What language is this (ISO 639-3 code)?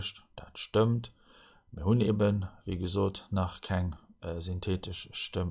ltz